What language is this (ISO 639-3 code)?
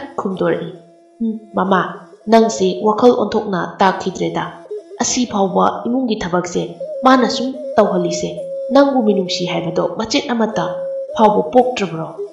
mni